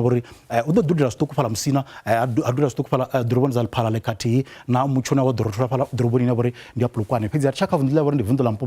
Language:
Venda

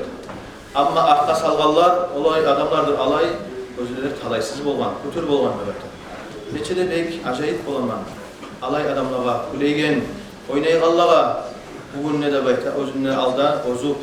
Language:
Kumyk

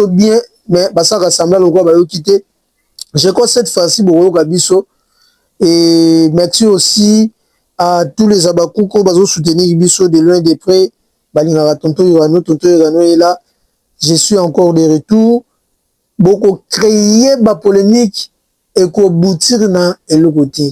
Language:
Lingala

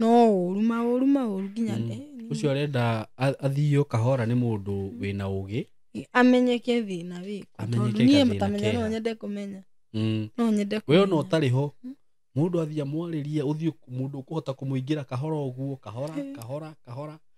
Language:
Kikuyu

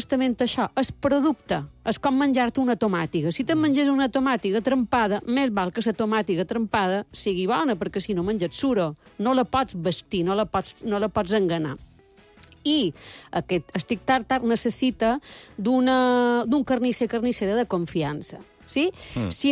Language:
Catalan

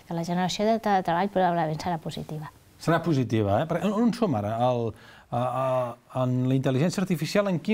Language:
Catalan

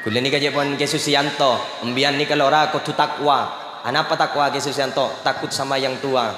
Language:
Madurese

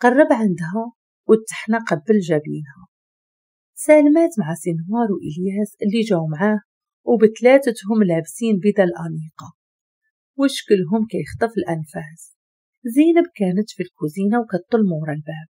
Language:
Moroccan Arabic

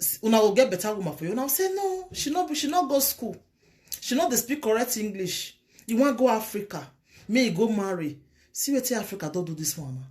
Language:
Nigerian Pidgin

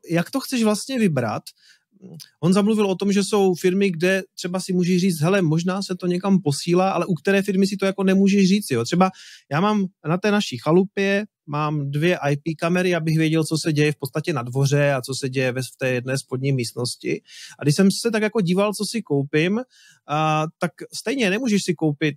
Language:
Czech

